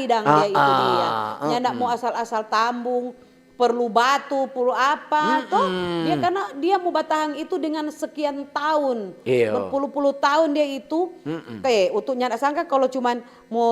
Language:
Manado Malay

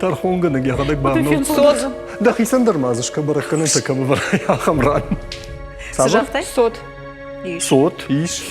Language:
Ossetic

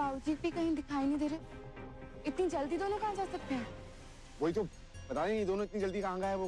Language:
Hindi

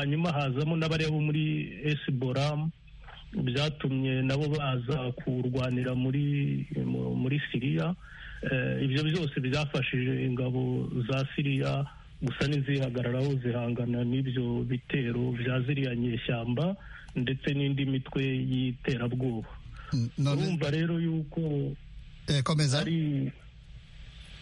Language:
Kinyarwanda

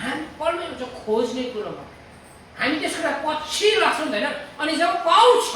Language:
Nepali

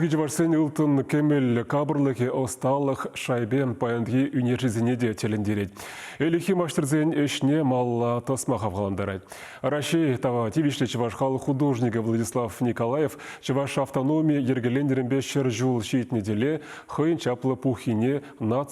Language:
Chuvash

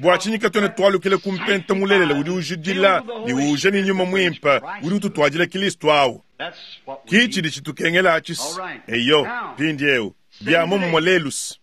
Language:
Luba-Lulua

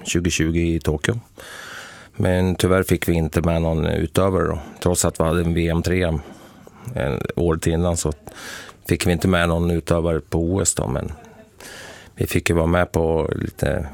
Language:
Swedish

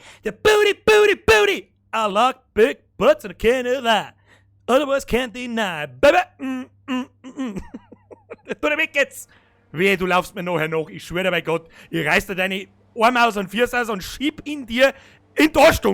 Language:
Bavarian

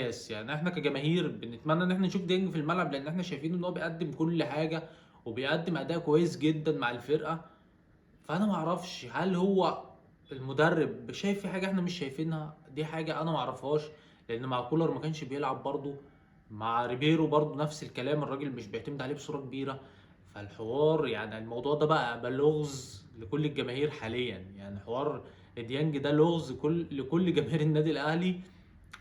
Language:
Egyptian Arabic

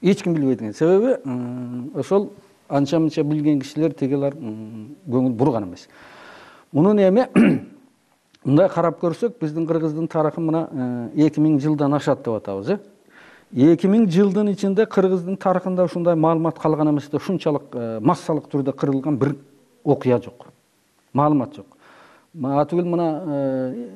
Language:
Kyrgyz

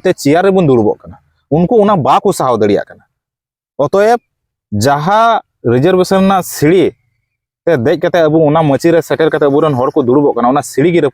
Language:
Santali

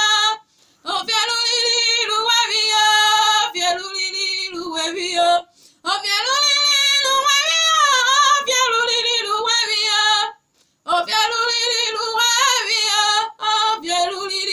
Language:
Urhobo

